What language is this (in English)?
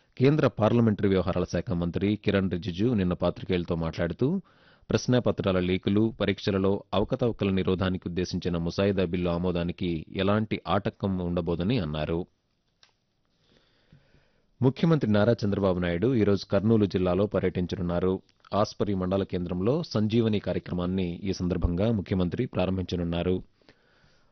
Telugu